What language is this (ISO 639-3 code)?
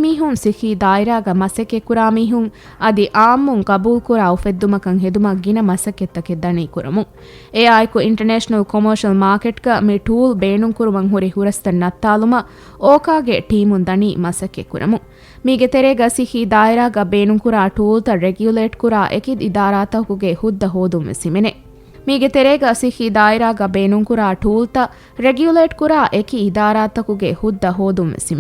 div